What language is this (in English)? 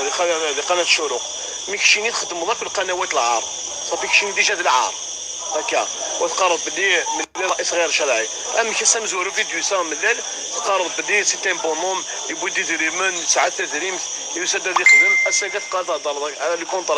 Kabyle